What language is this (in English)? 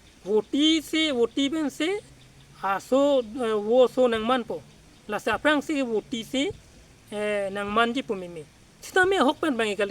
Karbi